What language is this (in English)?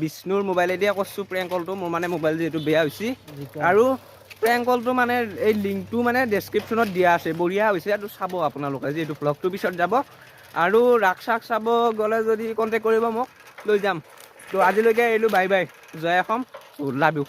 Assamese